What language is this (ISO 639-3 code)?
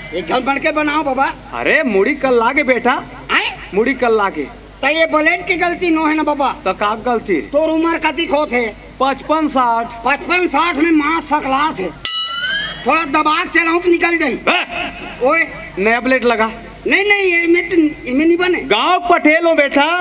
hne